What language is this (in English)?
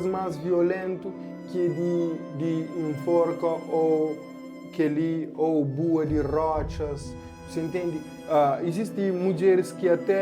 Kabuverdianu